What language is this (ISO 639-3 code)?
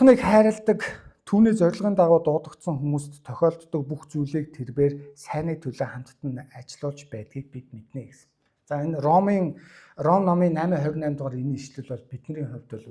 mon